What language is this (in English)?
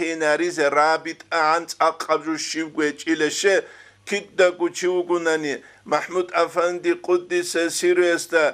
Avaric